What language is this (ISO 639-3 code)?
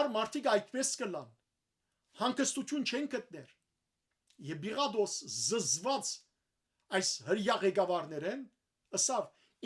hyw